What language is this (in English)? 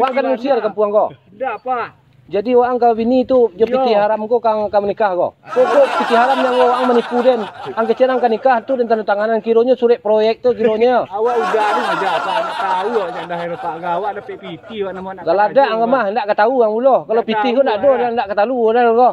Minangkabau